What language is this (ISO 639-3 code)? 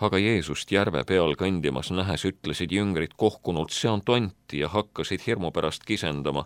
est